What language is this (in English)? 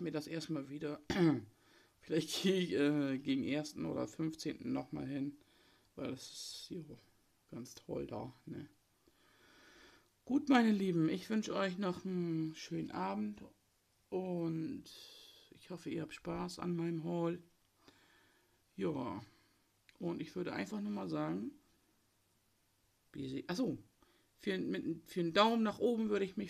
German